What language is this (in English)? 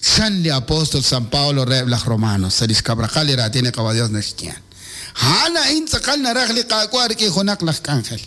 Kekchí